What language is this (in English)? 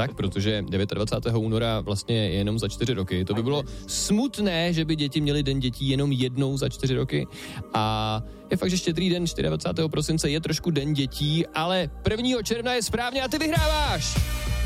Czech